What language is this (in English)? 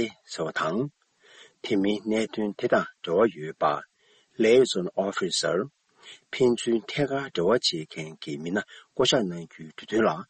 Tibetan